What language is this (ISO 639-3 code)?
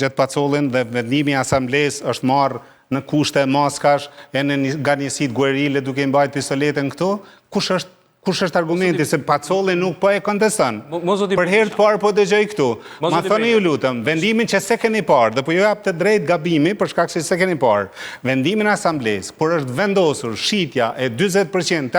sqi